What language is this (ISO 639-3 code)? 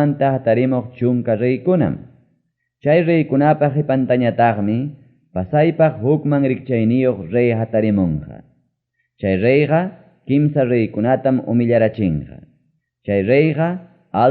quy